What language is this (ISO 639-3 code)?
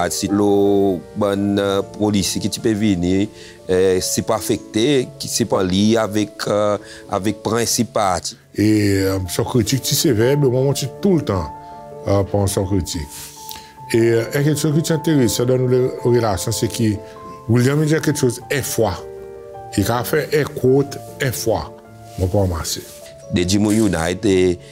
crs